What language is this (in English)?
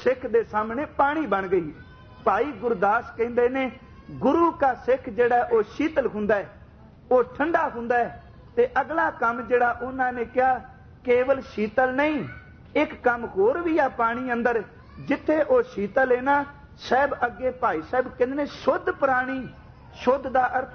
Punjabi